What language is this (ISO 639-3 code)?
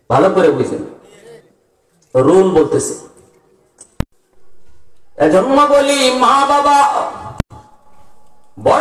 ben